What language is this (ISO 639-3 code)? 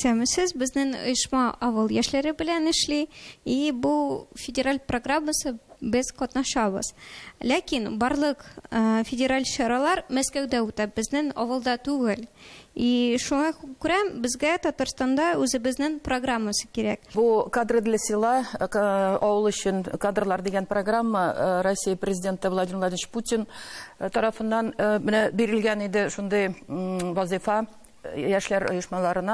tat